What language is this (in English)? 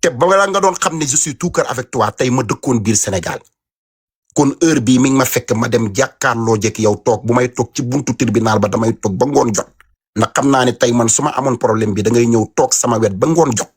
Wolof